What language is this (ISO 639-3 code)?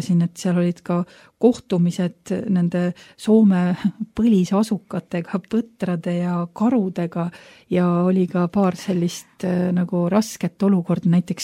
est